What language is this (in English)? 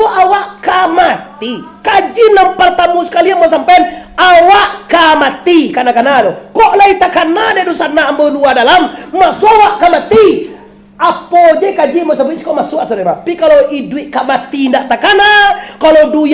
Minangkabau